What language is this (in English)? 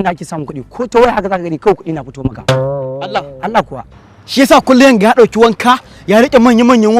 Hausa